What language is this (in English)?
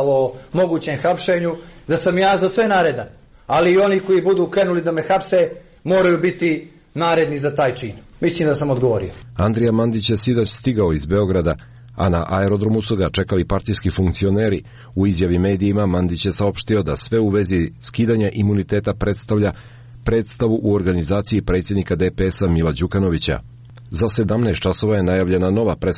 Serbian